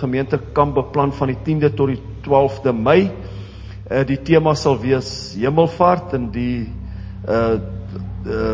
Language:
Afrikaans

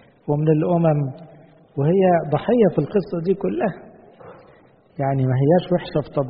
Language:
Egyptian Arabic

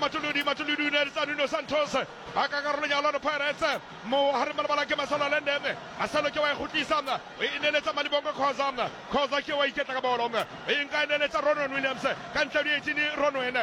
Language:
Southern Sotho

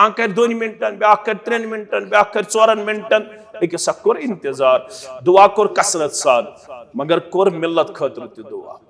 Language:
Kashmiri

